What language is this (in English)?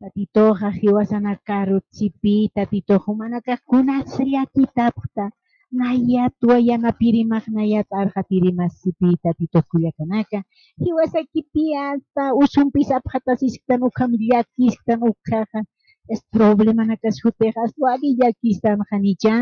Aymara